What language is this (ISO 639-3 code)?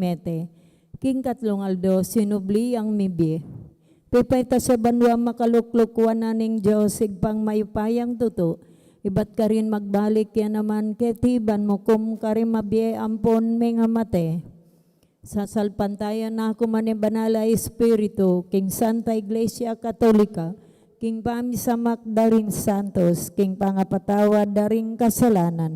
pam